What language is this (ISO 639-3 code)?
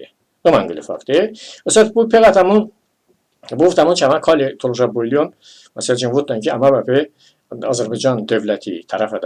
tly